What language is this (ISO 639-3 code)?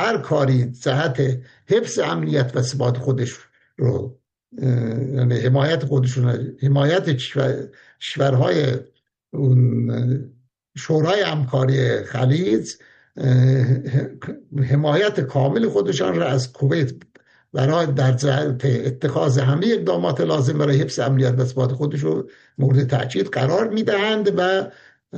fas